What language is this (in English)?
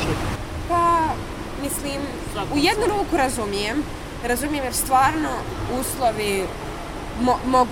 Bosnian